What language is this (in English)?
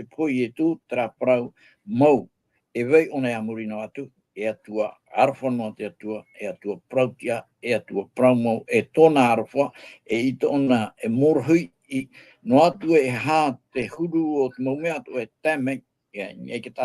Tahitian